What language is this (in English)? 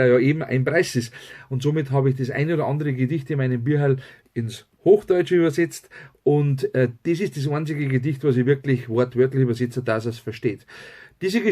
Bavarian